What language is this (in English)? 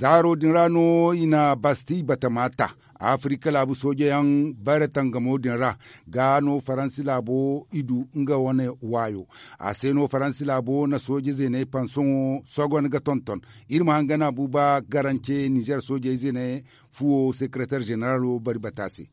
Zarma